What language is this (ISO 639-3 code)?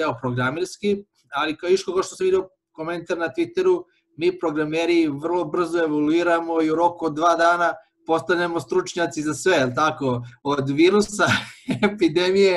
srp